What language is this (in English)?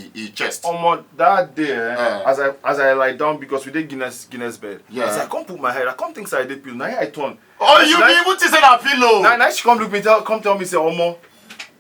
Nigerian Pidgin